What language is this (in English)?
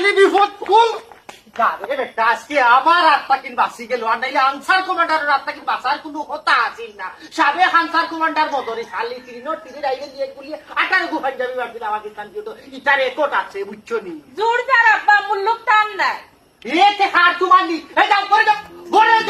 Sylheti